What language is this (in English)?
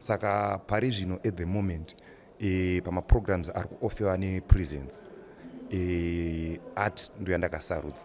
Shona